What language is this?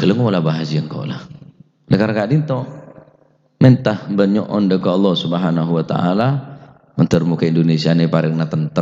Madurese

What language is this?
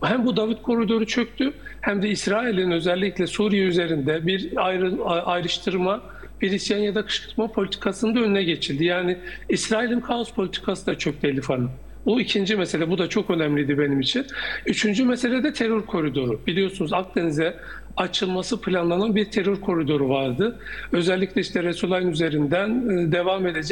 Turkish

